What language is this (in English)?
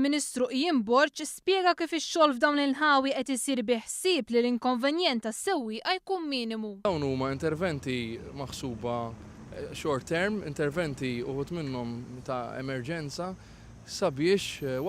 Maltese